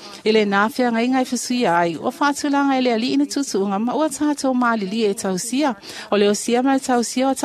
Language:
Samoan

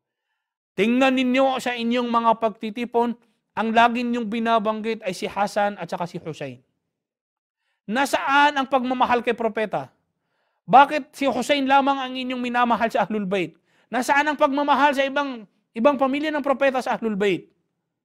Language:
Filipino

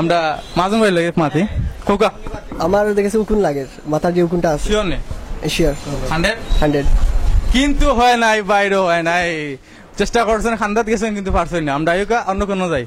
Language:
Sylheti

